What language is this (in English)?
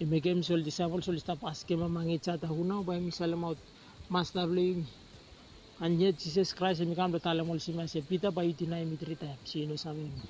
Bislama